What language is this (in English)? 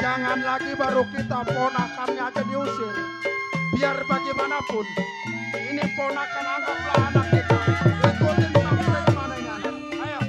Betawi